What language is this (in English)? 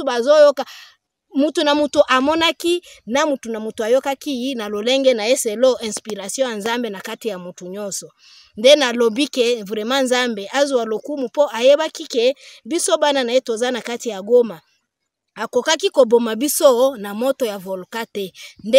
Lingala